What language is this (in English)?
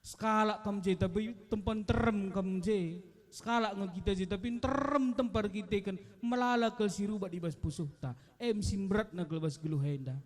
Batak Karo